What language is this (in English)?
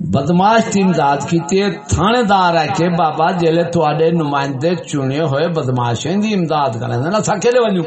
Saraiki